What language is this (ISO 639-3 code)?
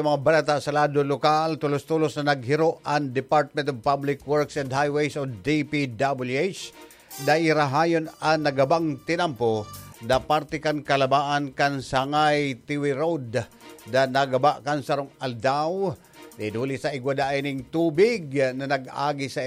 bik